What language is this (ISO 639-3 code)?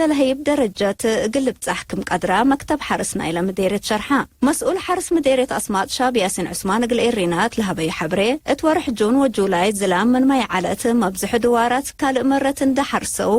tig